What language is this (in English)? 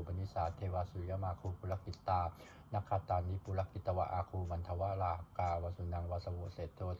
Pali